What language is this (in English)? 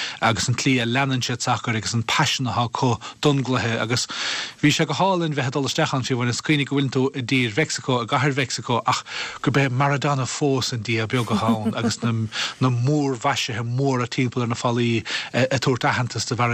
Irish